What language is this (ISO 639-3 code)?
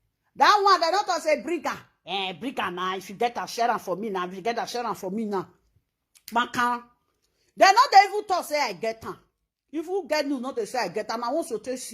pcm